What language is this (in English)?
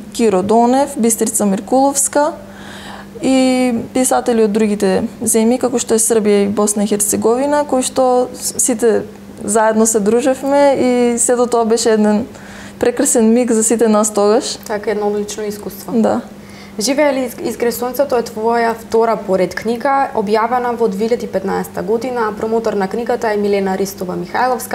Macedonian